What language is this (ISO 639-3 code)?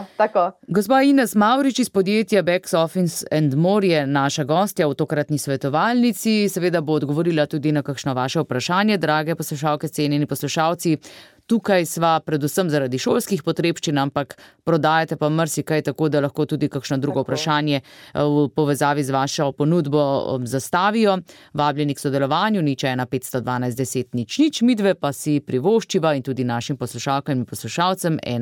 slv